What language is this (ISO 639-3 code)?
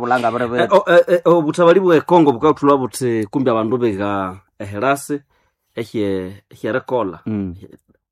nnb